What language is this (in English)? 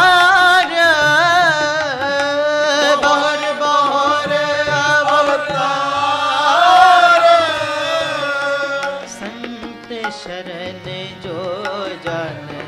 Punjabi